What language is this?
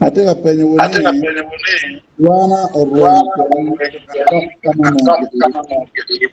Acoli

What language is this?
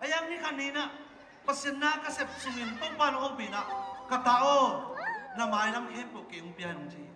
Tedim Chin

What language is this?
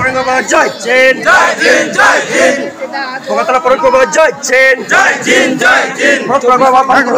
Santali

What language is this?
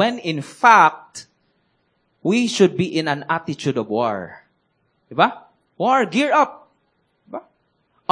Cebuano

